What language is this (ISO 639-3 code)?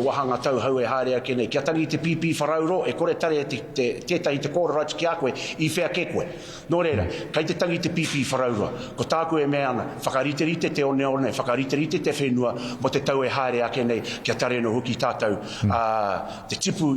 mri